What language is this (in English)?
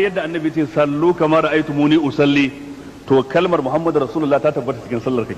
Hausa